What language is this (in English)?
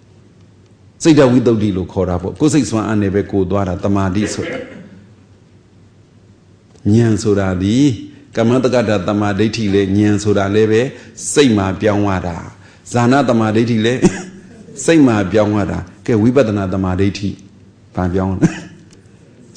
Burmese